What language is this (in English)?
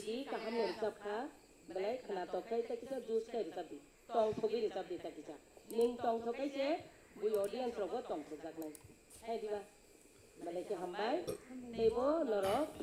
Kok Borok